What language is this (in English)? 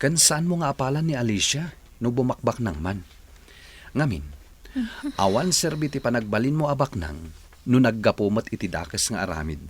Iloko